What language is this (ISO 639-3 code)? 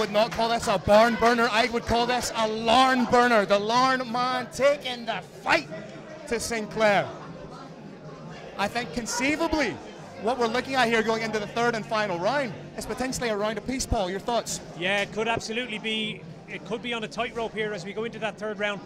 eng